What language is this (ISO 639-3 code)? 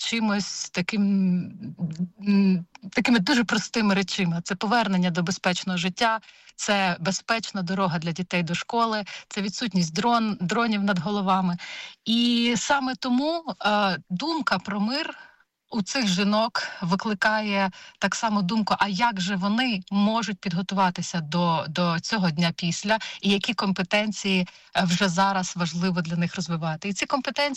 ukr